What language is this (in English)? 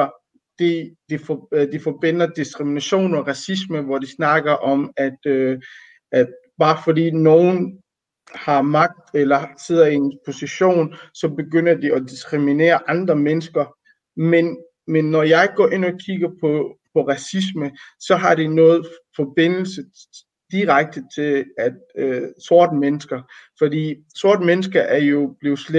Danish